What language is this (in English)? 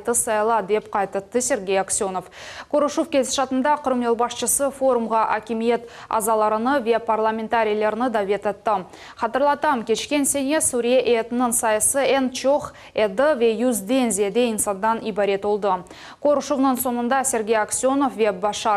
Crimean Tatar